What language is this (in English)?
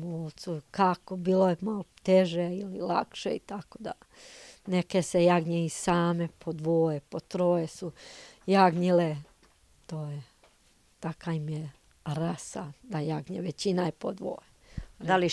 Serbian